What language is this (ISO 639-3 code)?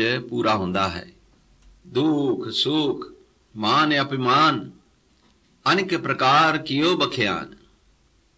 pan